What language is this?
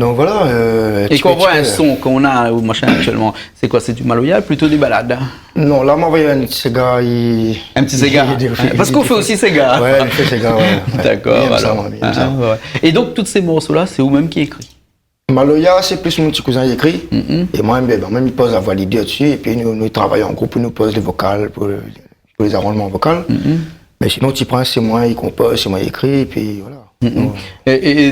Réunion Creole French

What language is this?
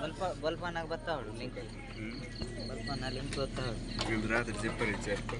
Tulu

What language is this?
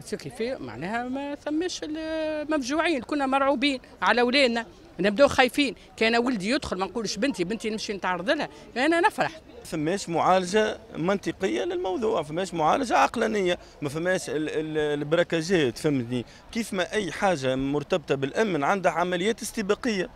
Tunisian Arabic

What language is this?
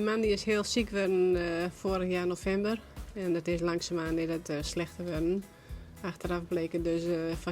Western Frisian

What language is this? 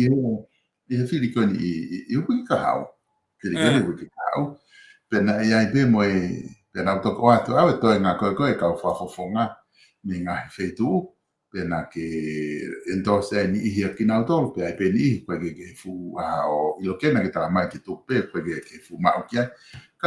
Tongan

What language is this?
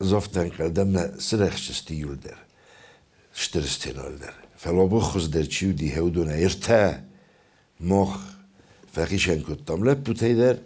Ossetic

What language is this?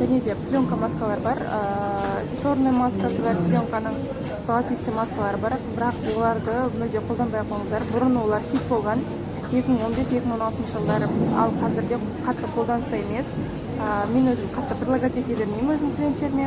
Kazakh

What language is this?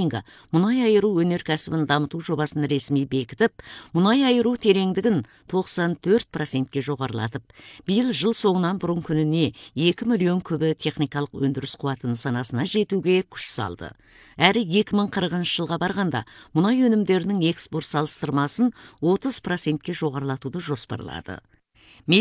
Kazakh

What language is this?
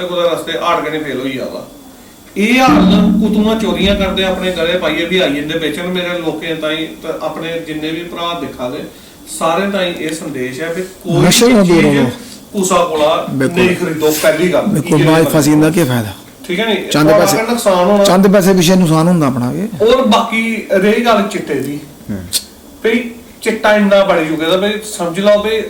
Dogri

